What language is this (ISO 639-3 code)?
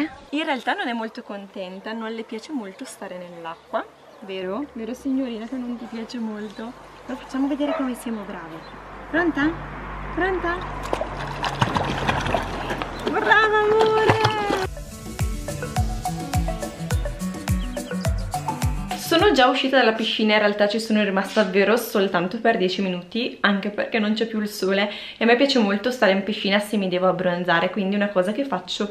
ita